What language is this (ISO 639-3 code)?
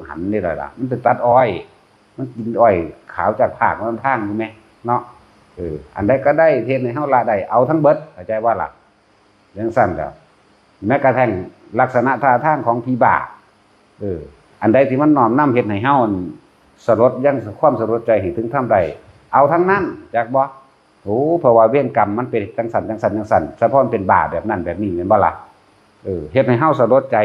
tts